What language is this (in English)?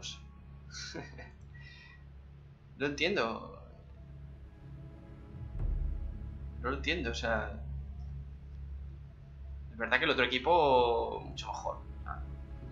Spanish